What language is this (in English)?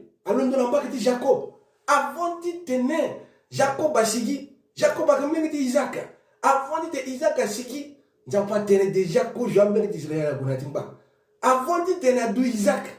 Sango